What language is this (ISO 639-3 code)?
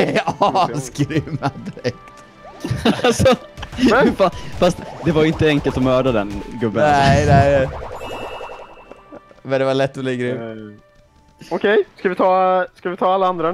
swe